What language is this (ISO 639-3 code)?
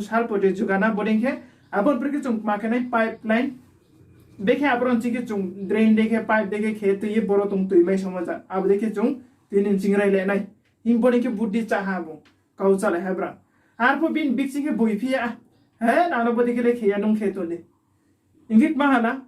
ria